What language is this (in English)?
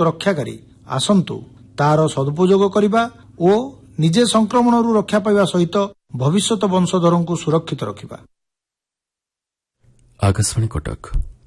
Odia